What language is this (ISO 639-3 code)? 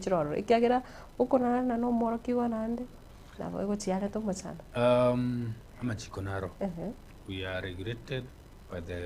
guz